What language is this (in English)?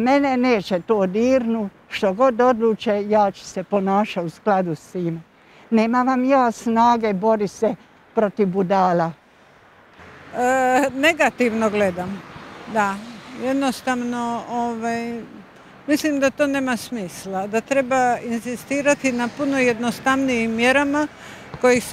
Croatian